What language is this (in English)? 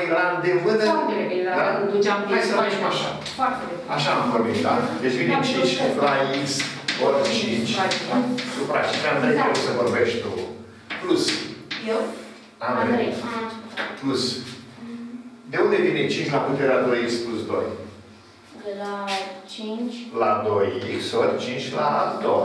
Romanian